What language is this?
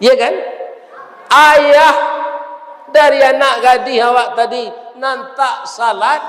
Minangkabau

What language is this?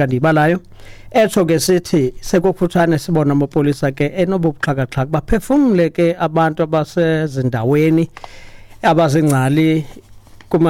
Xhosa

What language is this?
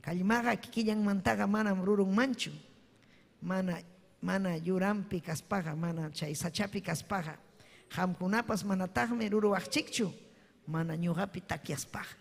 Ayacucho Quechua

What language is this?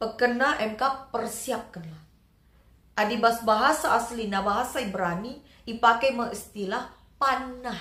Batak Karo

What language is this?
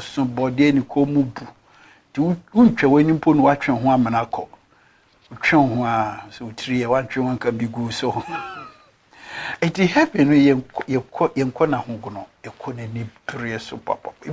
Akan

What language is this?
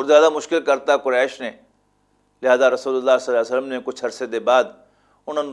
Western Panjabi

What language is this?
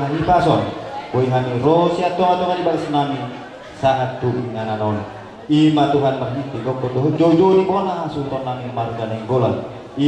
Batak Toba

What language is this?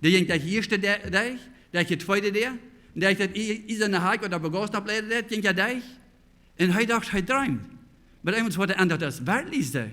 Plautdietsch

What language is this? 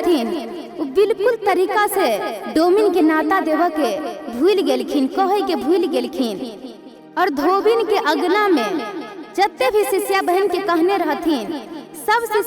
Maithili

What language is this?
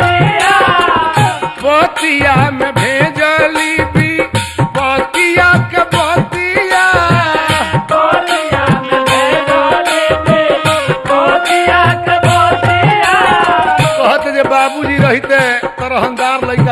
Bhojpuri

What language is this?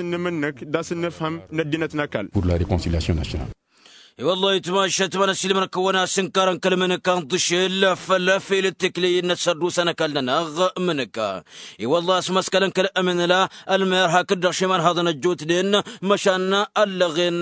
Tamasheq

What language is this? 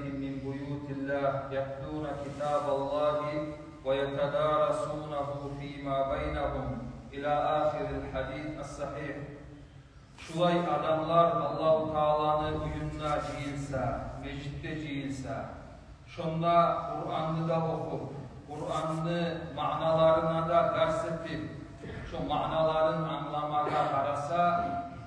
Kumyk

